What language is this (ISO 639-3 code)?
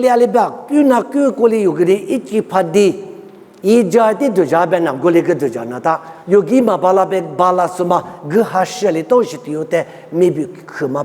lis